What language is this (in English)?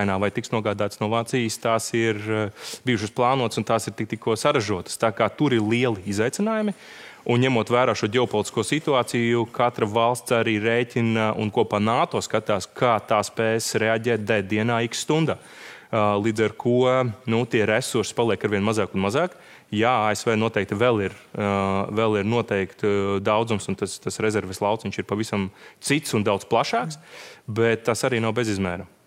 Latvian